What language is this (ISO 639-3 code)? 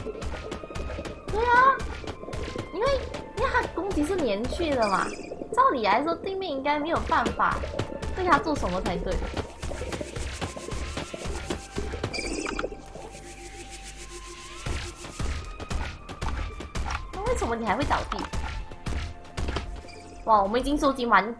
zho